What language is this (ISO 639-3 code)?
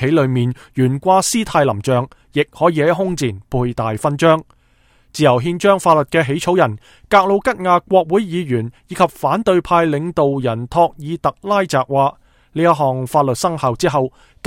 yue